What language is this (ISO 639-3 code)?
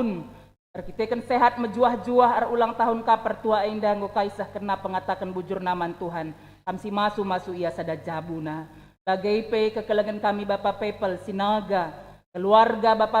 btx